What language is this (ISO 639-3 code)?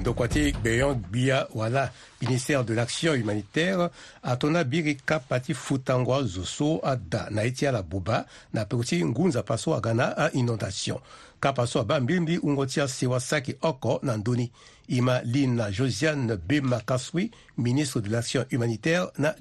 sag